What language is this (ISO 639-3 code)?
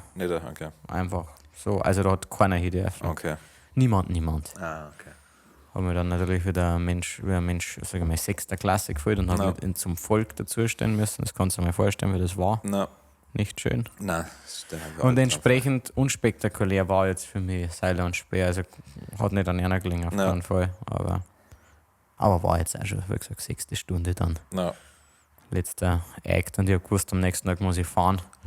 bar